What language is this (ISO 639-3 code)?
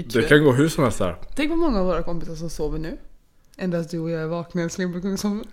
swe